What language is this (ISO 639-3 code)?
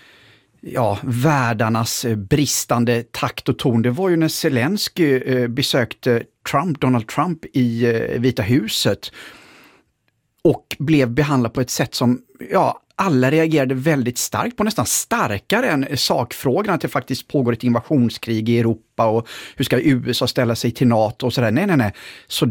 swe